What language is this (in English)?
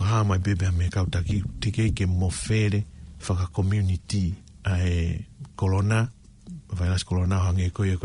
Tongan